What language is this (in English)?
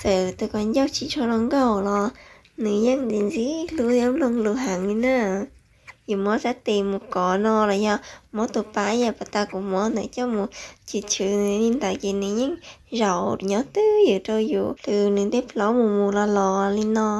Hmong